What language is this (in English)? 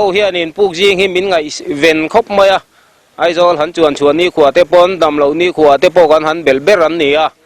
Mizo